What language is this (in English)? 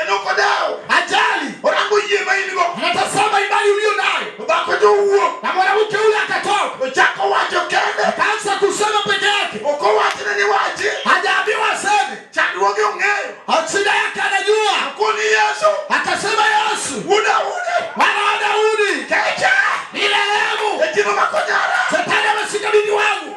Luo (Kenya and Tanzania)